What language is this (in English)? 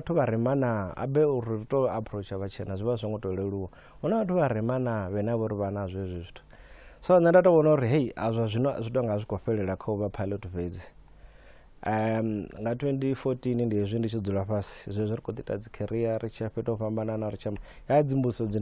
Venda